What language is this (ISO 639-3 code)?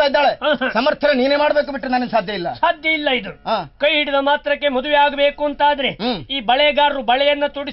kan